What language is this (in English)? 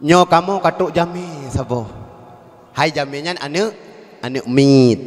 Achinese